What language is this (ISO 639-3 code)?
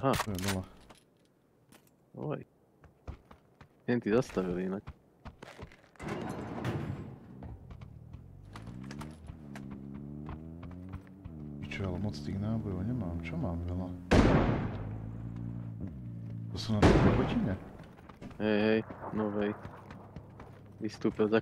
slk